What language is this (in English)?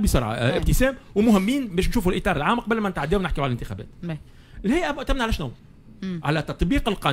Tunisian Arabic